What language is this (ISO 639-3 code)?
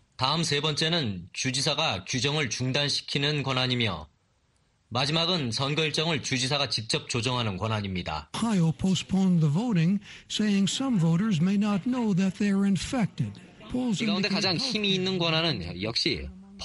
kor